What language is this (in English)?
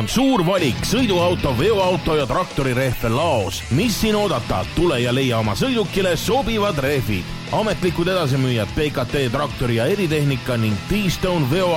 Estonian